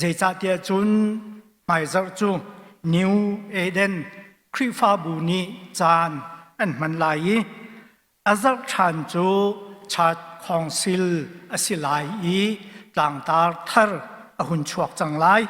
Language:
Hakha Chin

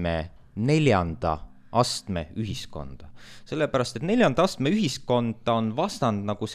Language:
Estonian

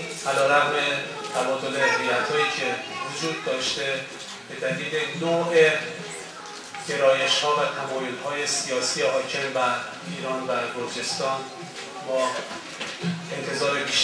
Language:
Persian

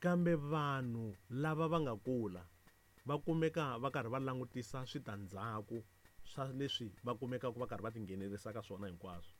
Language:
Tsonga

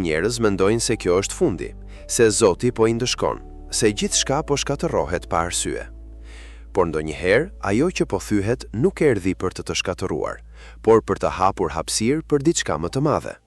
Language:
Albanian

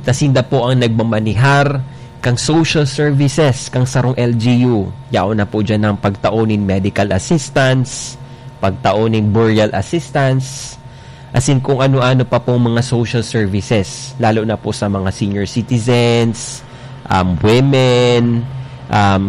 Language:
Bikol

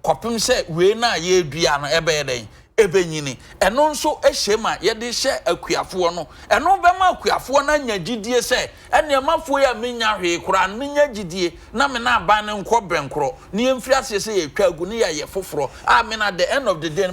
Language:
Akan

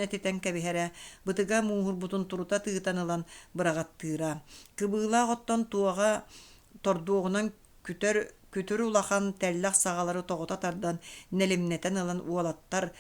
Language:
Yakut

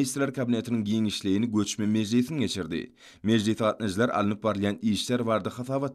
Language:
Turkmen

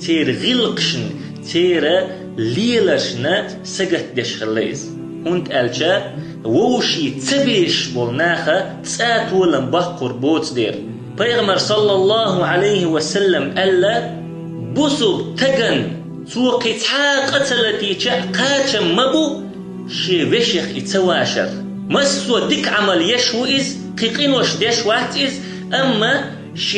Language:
Chechen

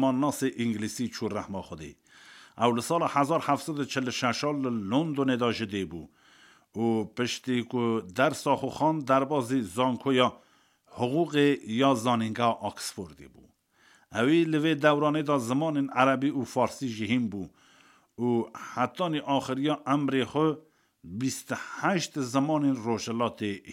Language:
Kurdish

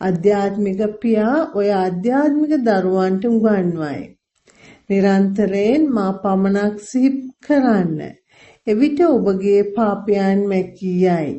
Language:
Sinhala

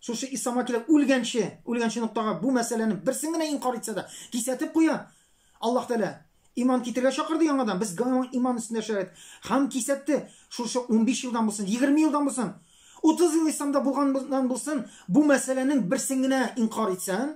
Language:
Tatar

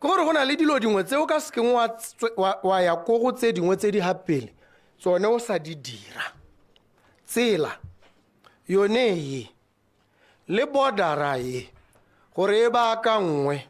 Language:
Tswana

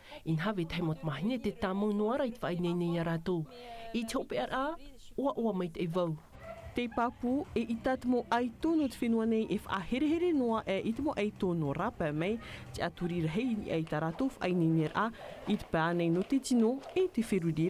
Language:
Tahitian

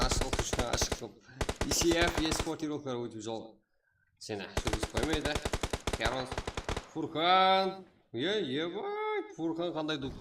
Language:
Kara-Kalpak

